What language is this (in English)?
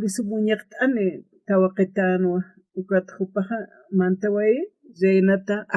Aymara